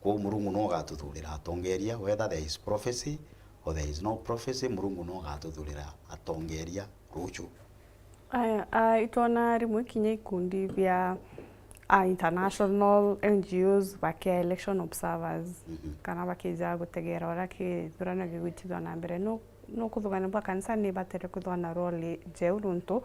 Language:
Meru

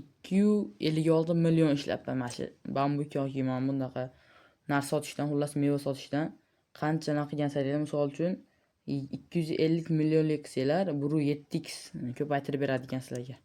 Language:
Uzbek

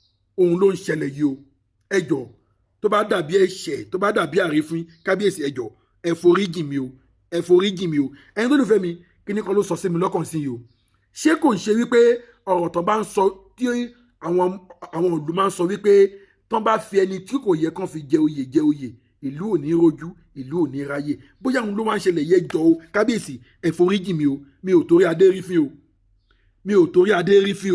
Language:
Yoruba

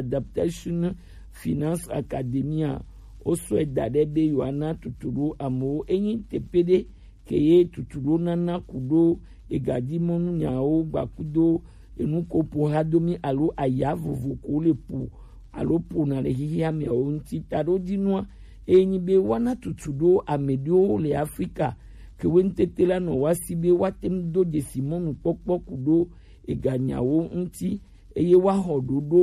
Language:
Gen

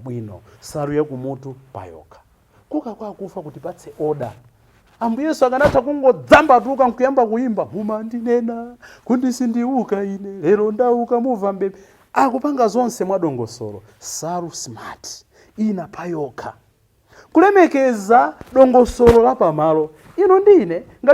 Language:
Nyanja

